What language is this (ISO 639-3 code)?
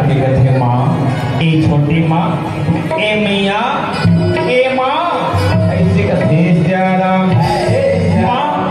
hne